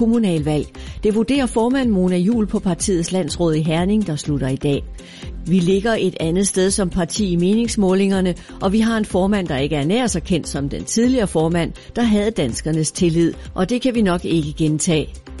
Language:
Danish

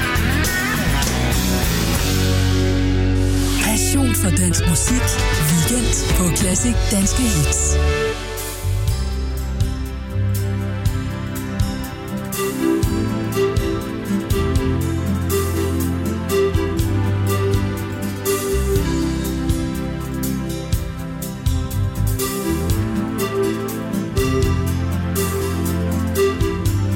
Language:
Danish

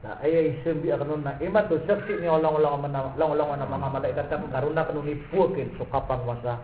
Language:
Maranao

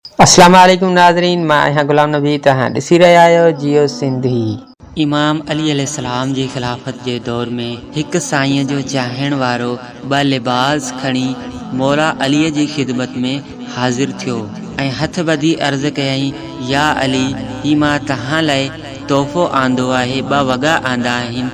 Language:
Sindhi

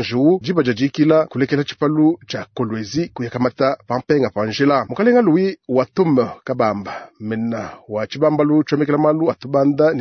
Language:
Luba-Lulua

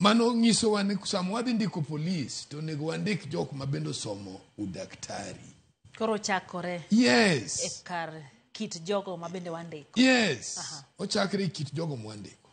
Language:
Luo (Kenya and Tanzania)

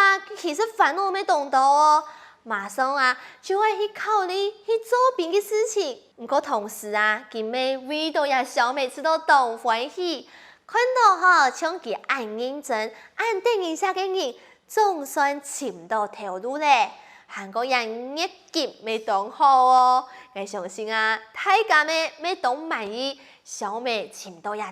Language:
Hakka Chinese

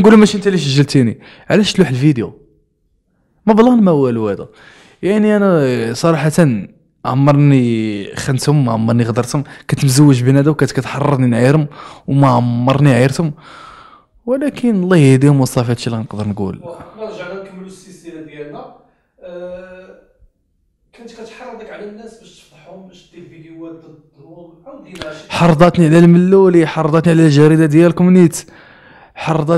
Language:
Moroccan Arabic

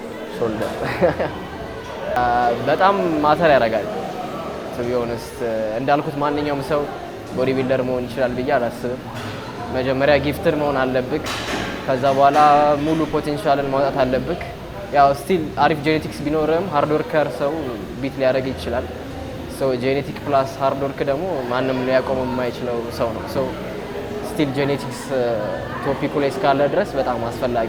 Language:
Amharic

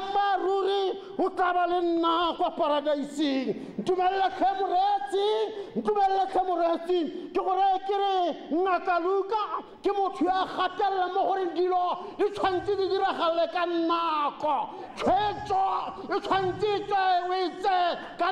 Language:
Tswana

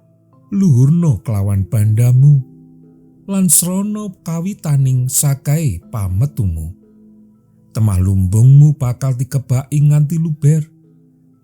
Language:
Javanese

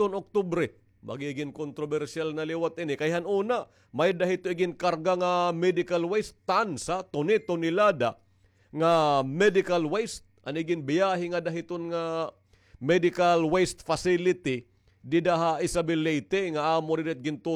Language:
Waray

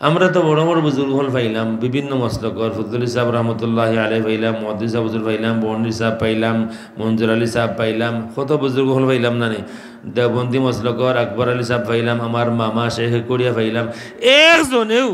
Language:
Sylheti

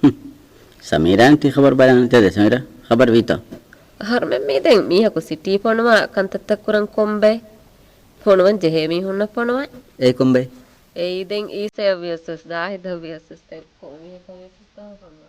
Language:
Divehi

